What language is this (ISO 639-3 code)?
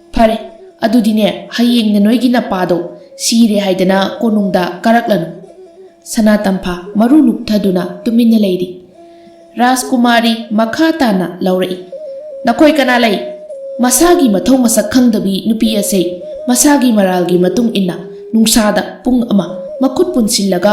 mni